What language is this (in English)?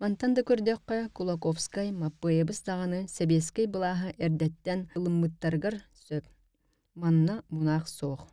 Yakut